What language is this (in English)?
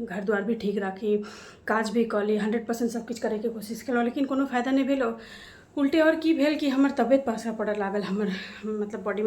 Maithili